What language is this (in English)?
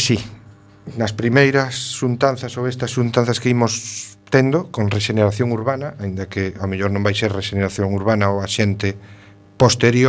Galician